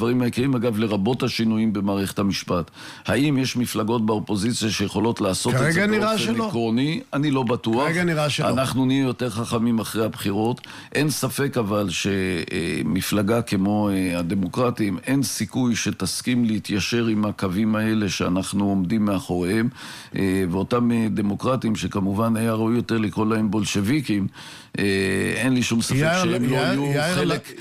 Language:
Hebrew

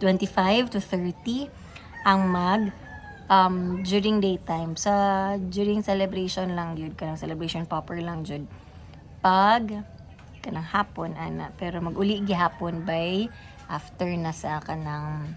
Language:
Cebuano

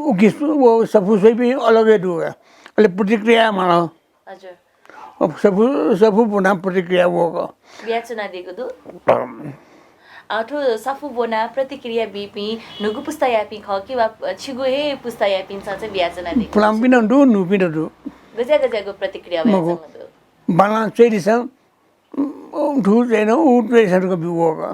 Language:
Newari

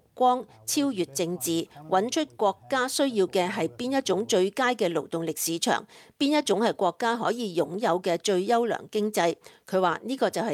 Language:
Cantonese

